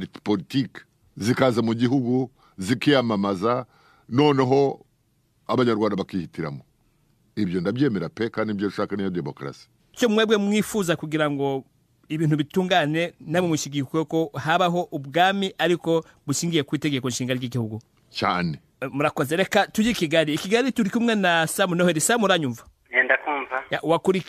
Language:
Kinyarwanda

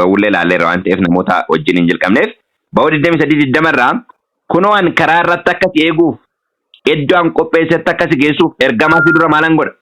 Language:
Oromo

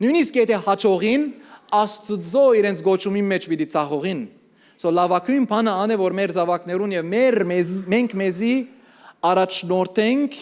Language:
Western Armenian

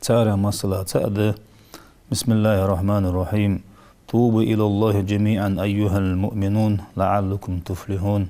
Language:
Ingush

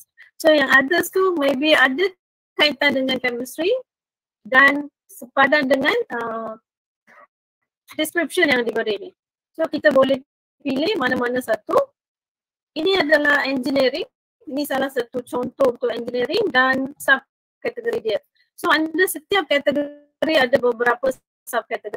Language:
Malay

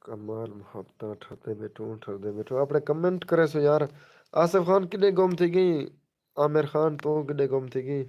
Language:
Saraiki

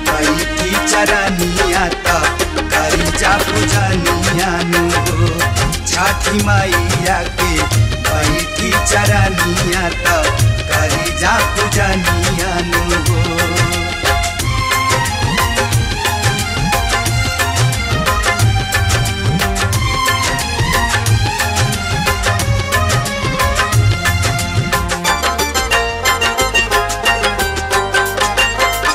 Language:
Bhojpuri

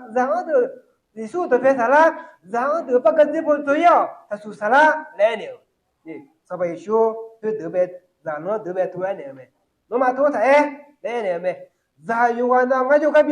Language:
Akha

